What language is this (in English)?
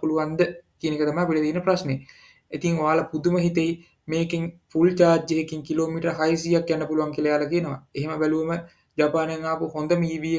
Sinhala